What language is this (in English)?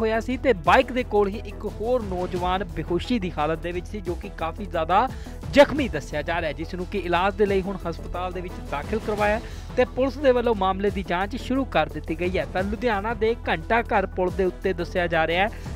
Punjabi